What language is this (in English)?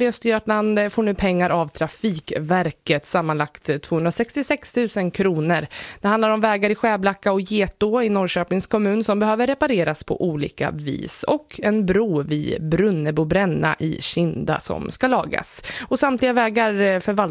Swedish